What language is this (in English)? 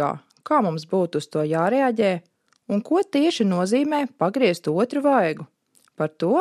Latvian